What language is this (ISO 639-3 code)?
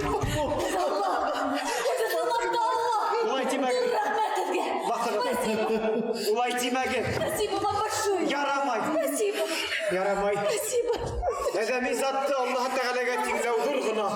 bak